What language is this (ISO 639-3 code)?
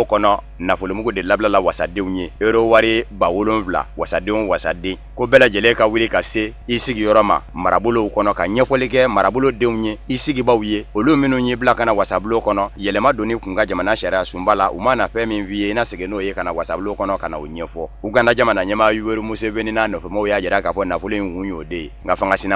bam